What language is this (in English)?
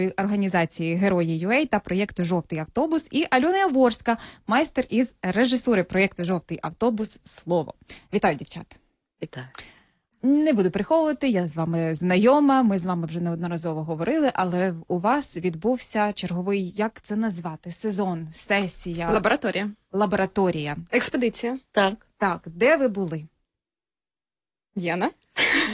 Ukrainian